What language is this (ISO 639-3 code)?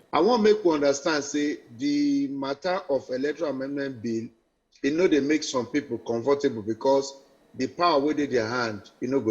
pcm